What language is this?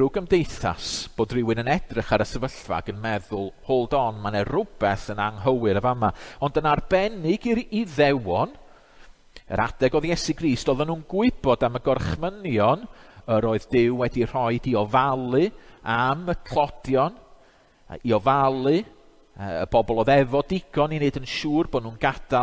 Welsh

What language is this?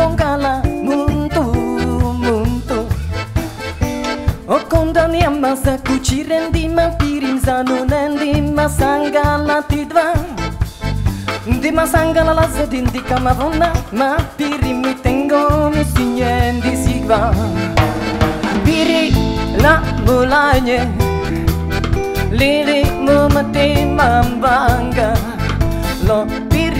Indonesian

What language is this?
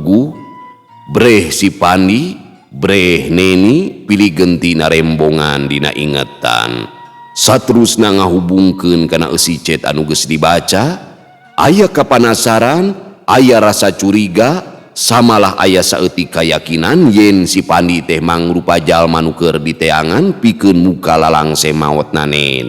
Sundanese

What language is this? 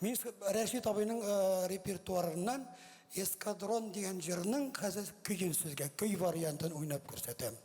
Tatar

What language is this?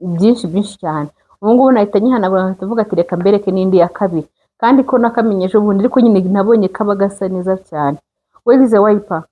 Kinyarwanda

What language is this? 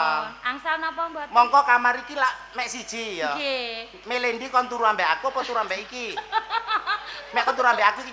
Javanese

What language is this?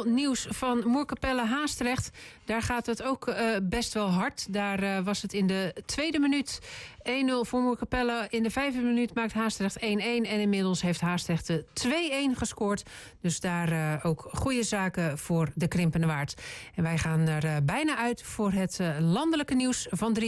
Dutch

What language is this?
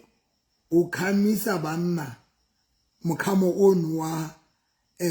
Southern Sotho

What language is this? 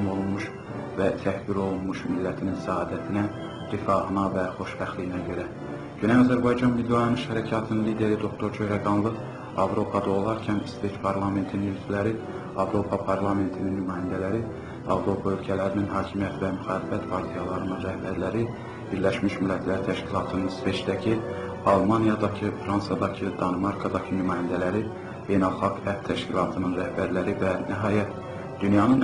South Azerbaijani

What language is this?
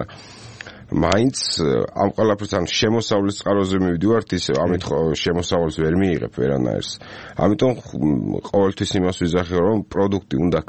Georgian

